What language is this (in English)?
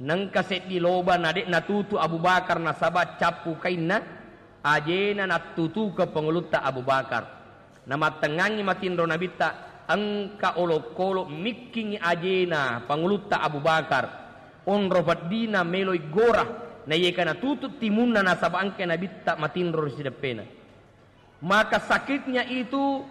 Buginese